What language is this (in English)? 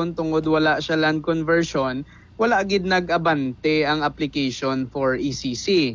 Hiligaynon